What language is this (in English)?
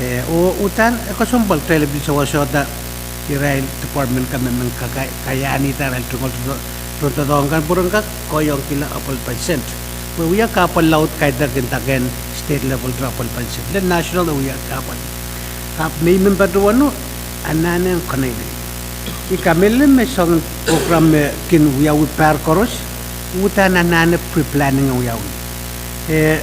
Pohnpeian